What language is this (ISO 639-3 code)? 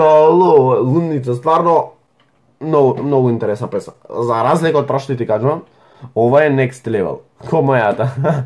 mkd